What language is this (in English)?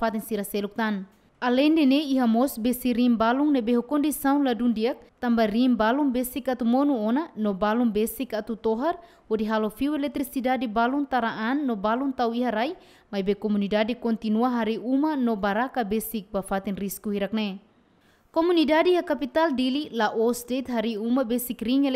Tetum